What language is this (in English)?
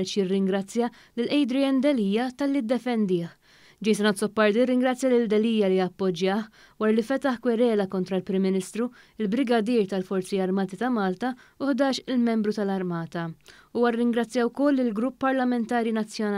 Maltese